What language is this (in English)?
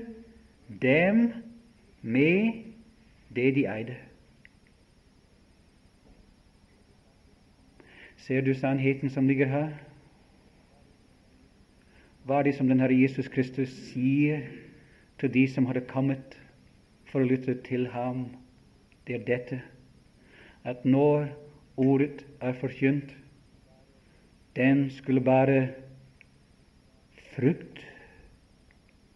Norwegian